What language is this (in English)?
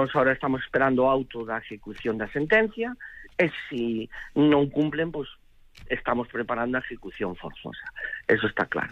Galician